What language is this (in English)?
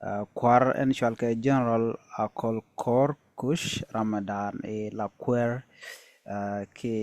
Nuer